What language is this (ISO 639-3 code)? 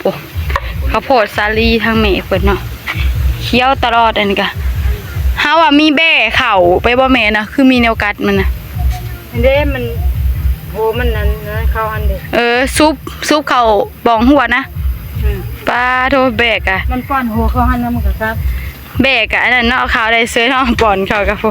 tts